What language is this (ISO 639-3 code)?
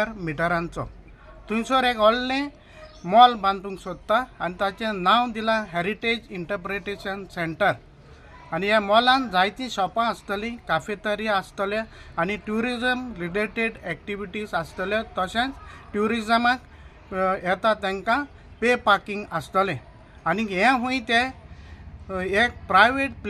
kok